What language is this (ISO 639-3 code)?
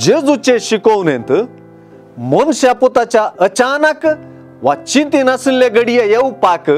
kok